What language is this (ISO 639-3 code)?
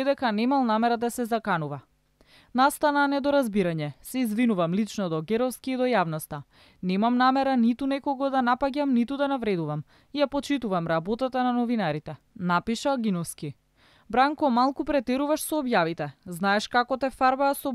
mkd